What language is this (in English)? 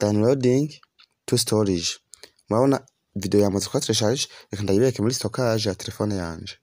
Rundi